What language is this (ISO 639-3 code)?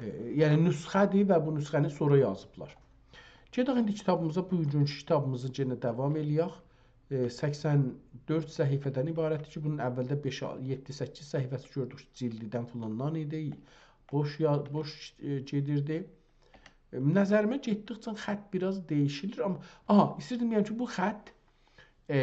azb